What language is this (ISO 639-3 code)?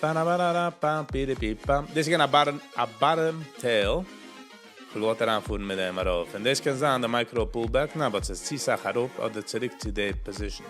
yid